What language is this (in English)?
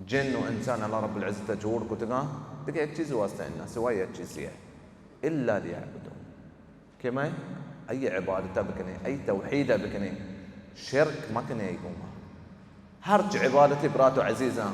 Baluchi